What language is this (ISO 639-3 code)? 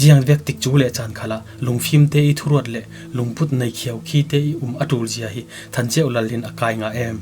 cfm